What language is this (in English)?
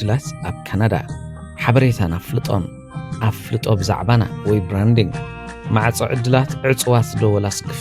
Tigrinya